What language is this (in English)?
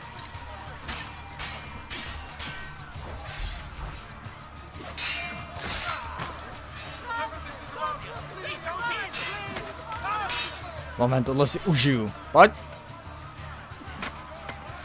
Czech